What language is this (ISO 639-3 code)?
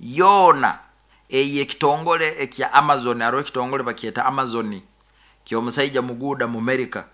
nyo